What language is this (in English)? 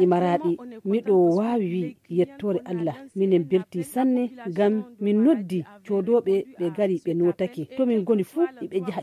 Nigerian Fulfulde